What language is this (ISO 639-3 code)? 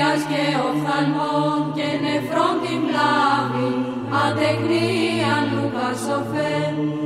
ell